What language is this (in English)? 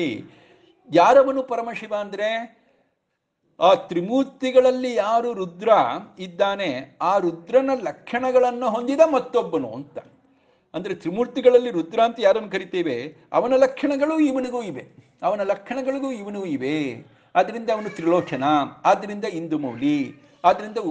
Kannada